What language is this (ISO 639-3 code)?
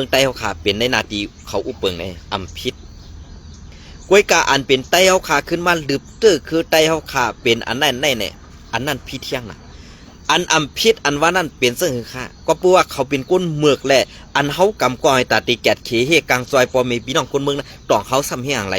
shn